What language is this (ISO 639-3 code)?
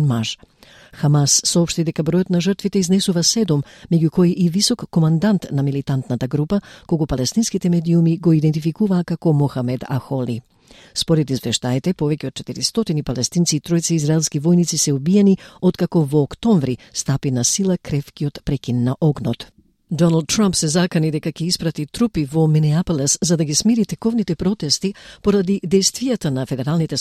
mkd